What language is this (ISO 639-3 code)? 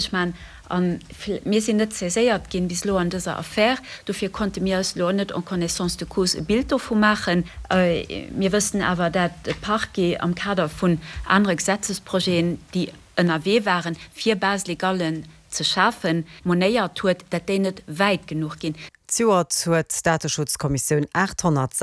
ltz